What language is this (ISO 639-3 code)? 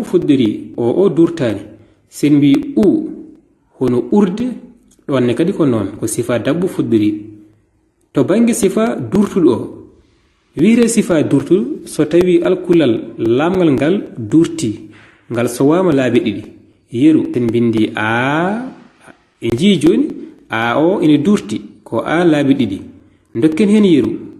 ful